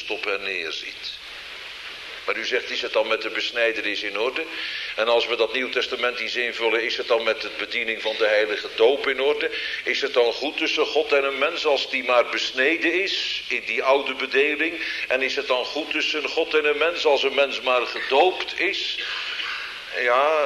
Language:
Dutch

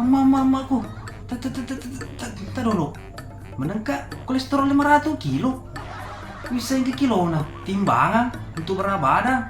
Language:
Buginese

